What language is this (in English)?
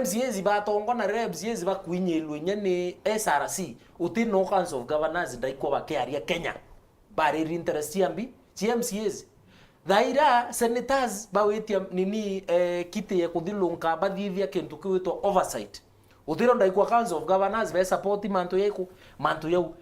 Meru